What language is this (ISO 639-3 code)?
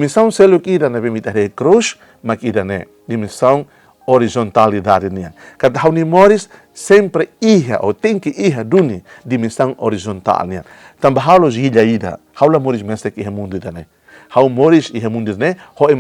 tet